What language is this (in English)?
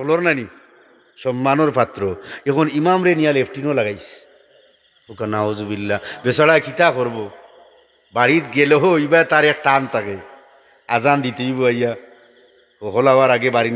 Sylheti